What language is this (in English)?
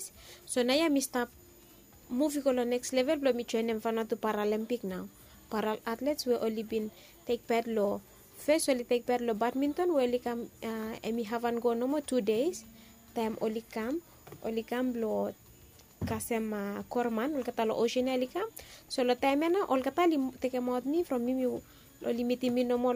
Bislama